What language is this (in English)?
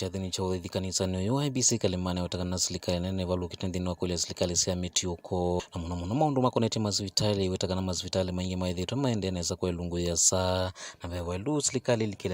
Kamba